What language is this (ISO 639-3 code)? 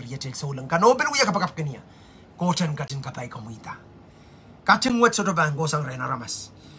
pon